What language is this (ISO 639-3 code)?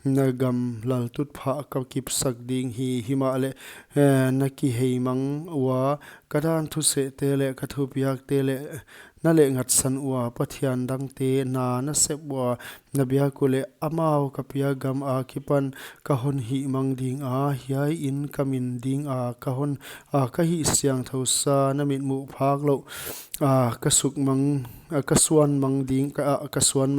pck